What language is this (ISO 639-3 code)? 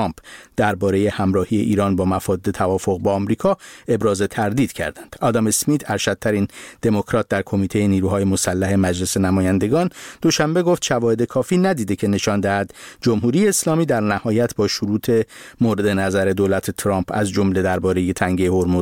fas